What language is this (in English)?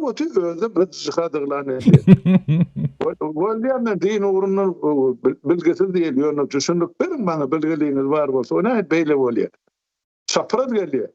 Turkmen